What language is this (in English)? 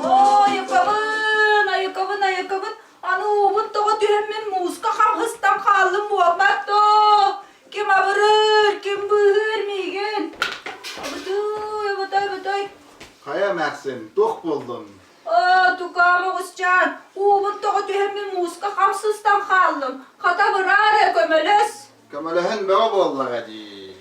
Yakut